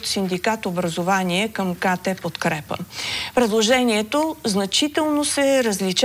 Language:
Bulgarian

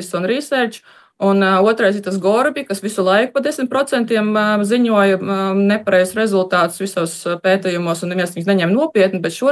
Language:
Latvian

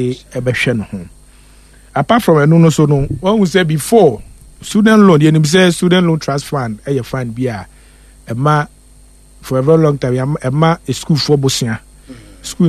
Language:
Akan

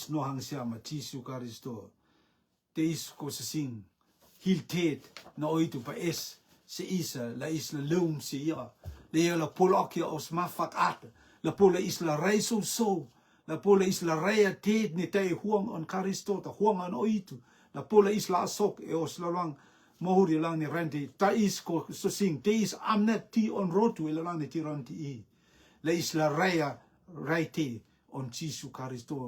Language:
Rotuman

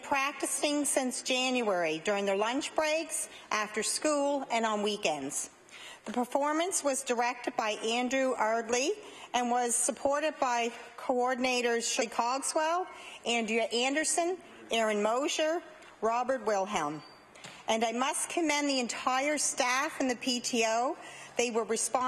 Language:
English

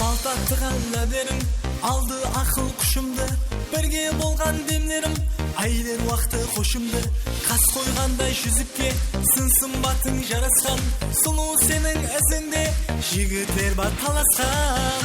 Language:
Kara-Kalpak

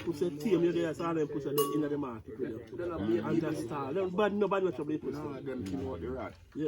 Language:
Jamaican Creole English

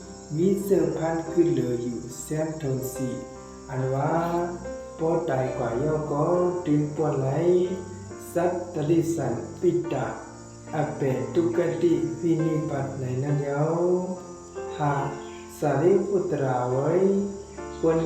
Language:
Shan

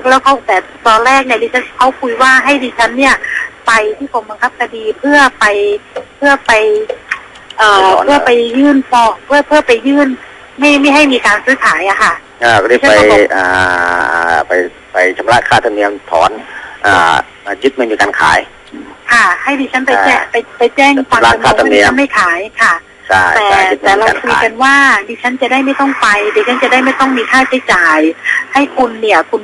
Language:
Thai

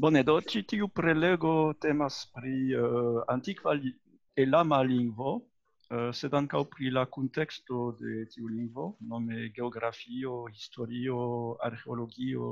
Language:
Esperanto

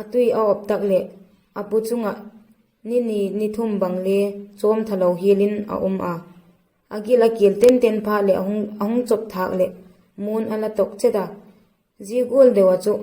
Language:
Vaiphei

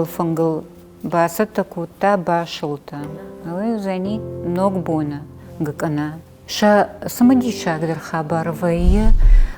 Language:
Ossetic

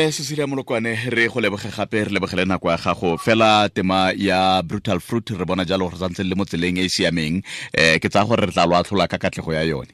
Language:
Tswana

